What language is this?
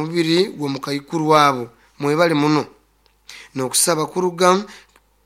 Nyoro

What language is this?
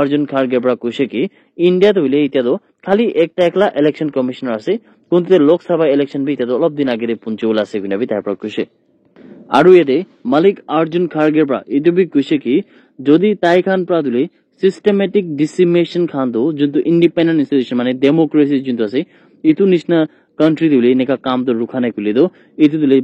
Naga Pidgin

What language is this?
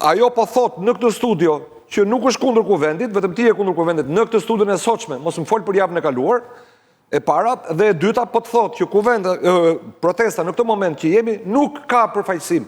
Albanian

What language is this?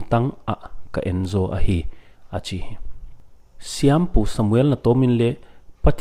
Paite Chin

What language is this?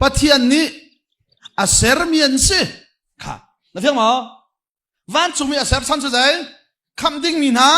Hakha Chin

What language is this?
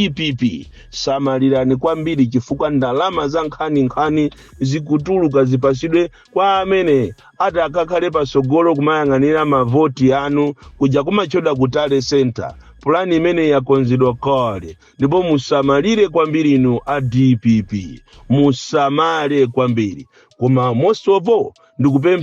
Nyanja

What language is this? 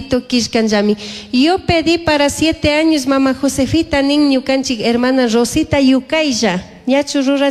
Chimborazo Highland Quichua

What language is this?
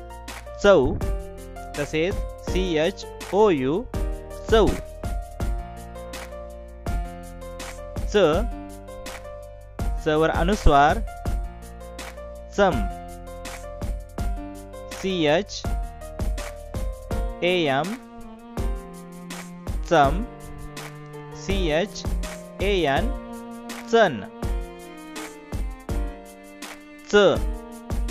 Marathi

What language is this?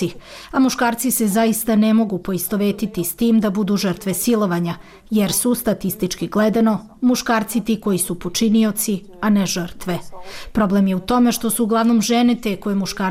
Serbian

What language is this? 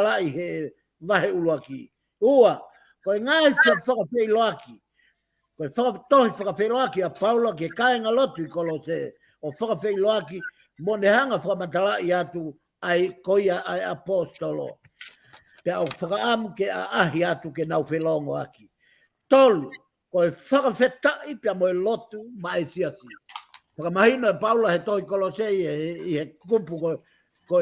Tongan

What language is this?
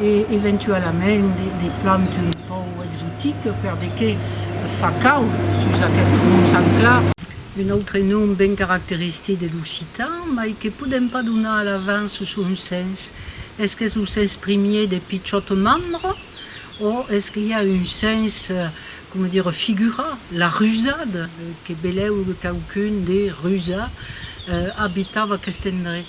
Occitan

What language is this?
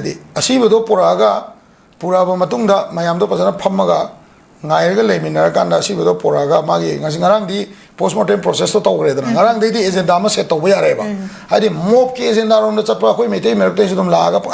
Manipuri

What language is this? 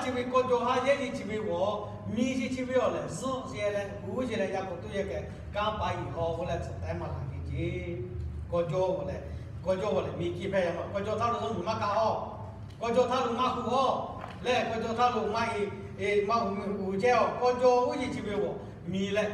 Lahu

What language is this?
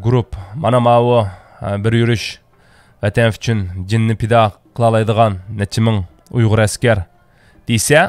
Uyghur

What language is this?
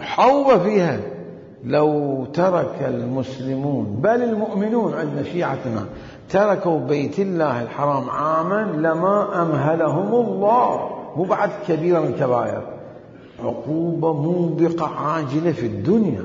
Mesopotamian Arabic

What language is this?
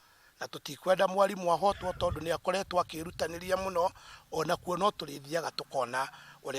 Kikuyu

